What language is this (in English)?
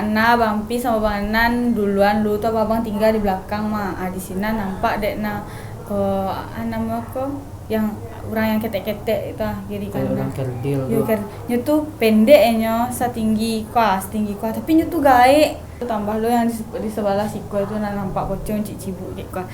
Minangkabau